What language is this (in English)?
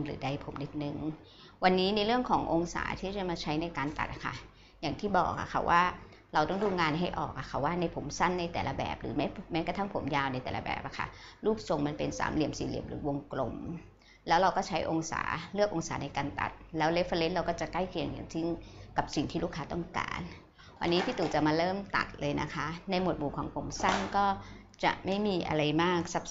Thai